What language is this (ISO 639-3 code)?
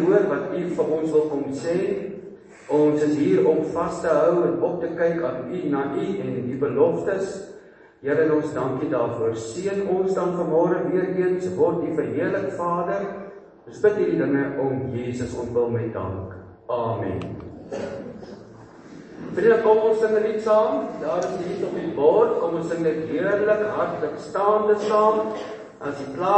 afr